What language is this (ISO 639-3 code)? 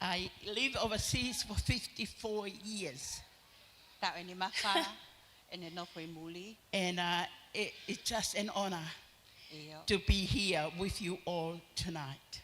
ton